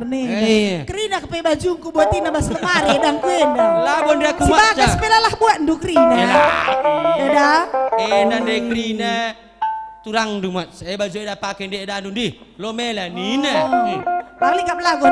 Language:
Batak Karo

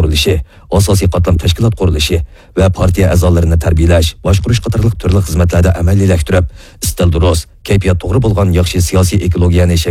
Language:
Uyghur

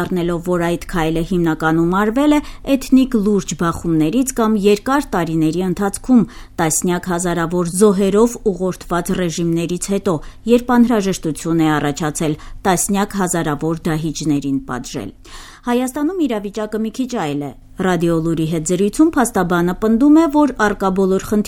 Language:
Armenian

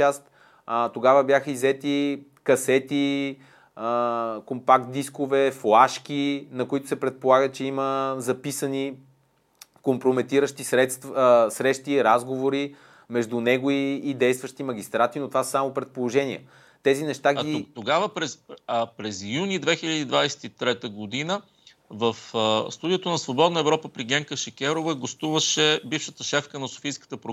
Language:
Bulgarian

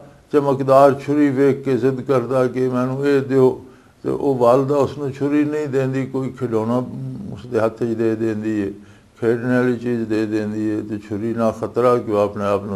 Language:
Western Panjabi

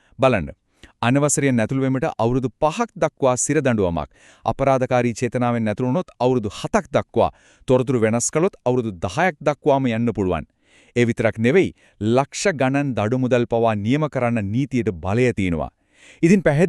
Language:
Sinhala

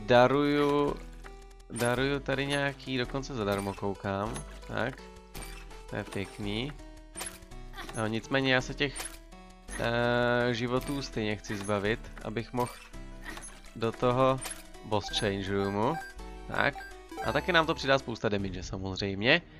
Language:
Czech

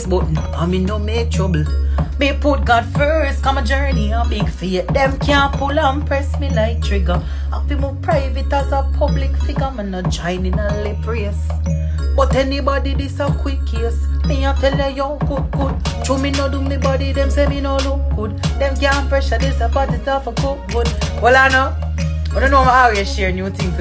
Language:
Jamaican Creole English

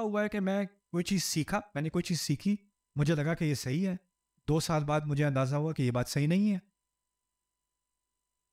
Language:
Urdu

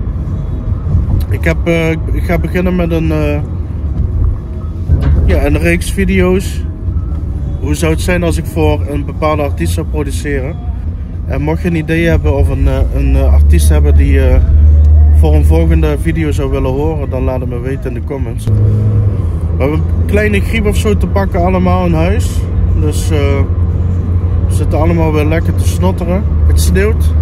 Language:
Dutch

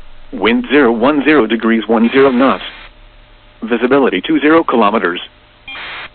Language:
English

